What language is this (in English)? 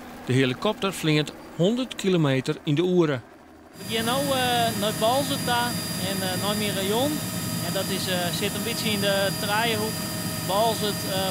Western Frisian